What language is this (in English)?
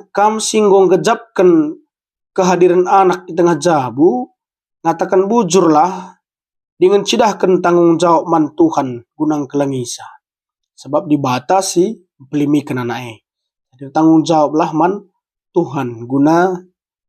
Batak Karo